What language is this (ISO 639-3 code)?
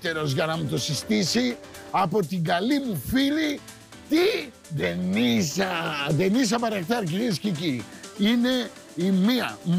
ell